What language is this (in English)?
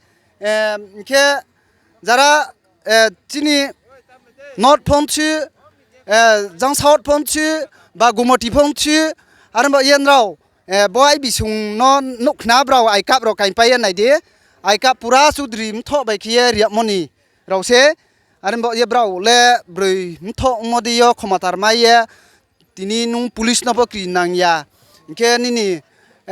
Riang (India)